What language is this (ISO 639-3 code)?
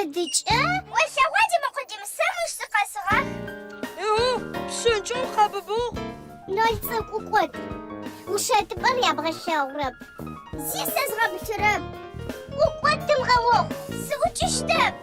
ady